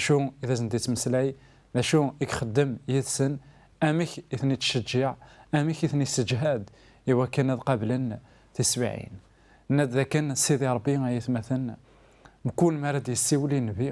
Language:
Kabyle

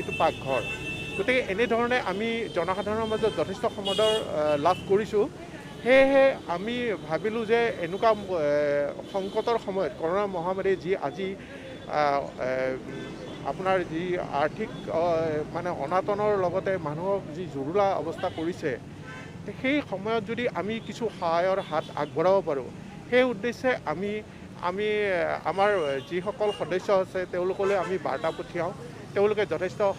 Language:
Assamese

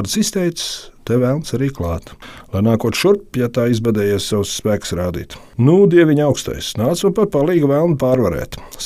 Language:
Latvian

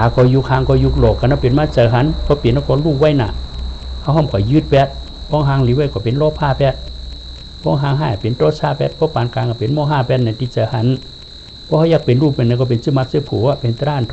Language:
Shan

